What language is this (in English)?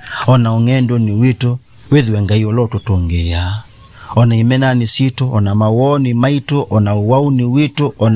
Kamba